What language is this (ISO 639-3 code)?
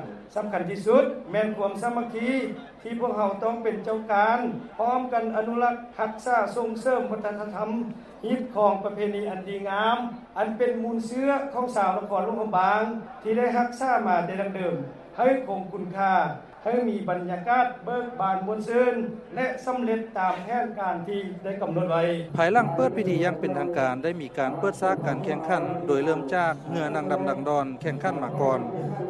lao